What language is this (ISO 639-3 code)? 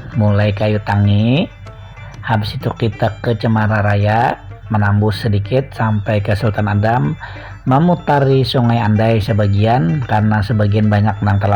bjn